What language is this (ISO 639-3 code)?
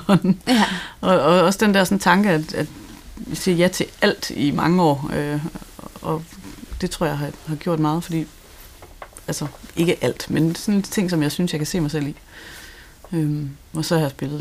dan